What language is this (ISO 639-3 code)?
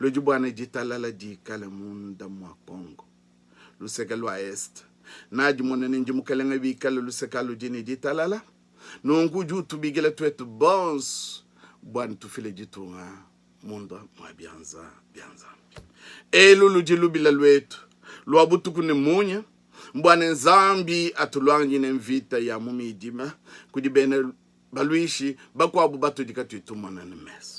lua